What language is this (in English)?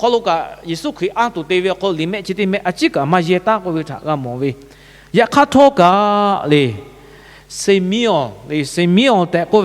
Lahu